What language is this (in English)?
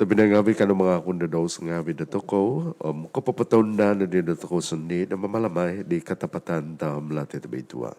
Central Dusun